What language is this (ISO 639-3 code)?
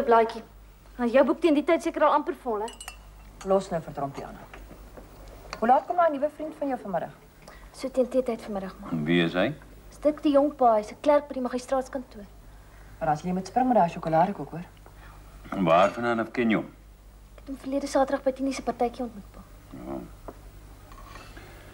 afr